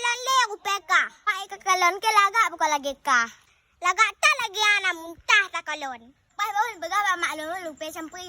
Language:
Achinese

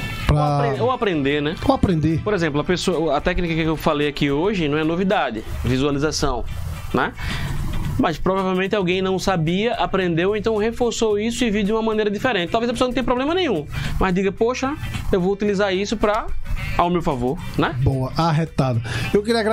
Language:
Portuguese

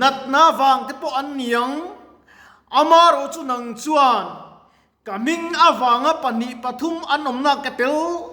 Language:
Mizo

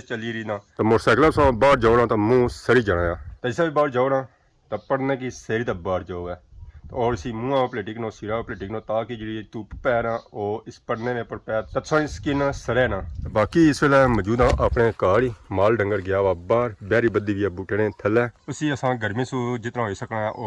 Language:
Pahari-Potwari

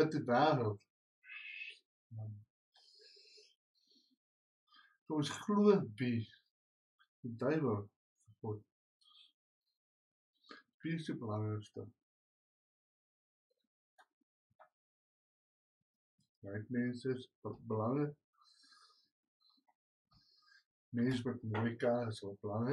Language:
Afrikaans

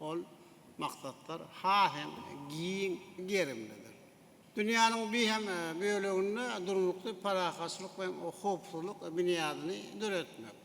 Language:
Turkmen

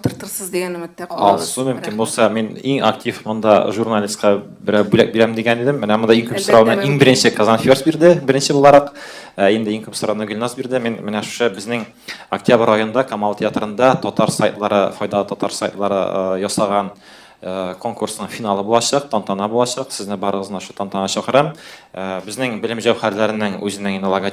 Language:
Tatar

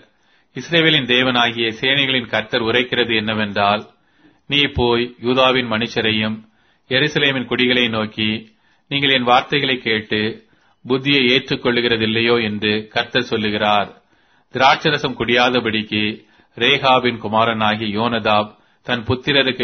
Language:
Tamil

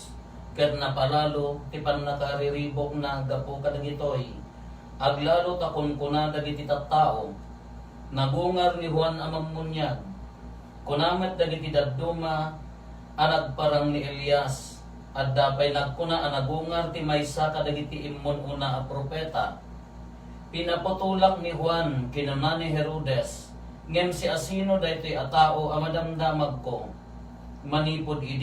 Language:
Iloko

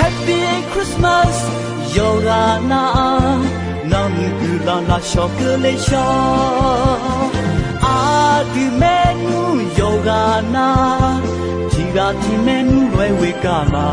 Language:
Akha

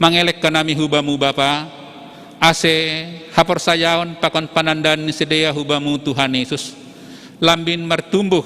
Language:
Batak Simalungun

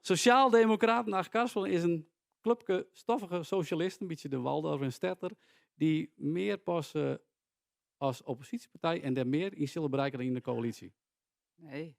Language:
Western Frisian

